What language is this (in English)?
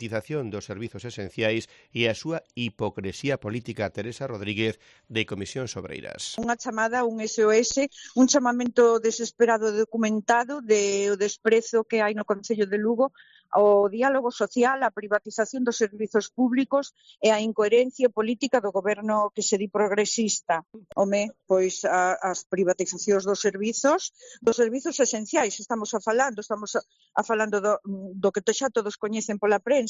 Galician